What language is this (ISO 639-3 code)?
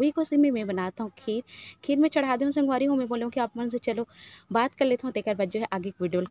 hne